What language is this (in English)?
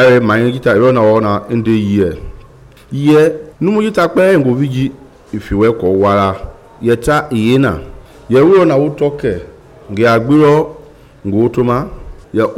Mende